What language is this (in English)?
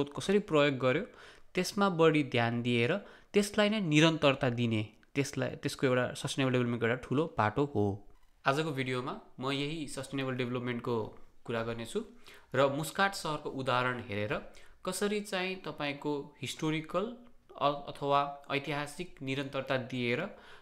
Nepali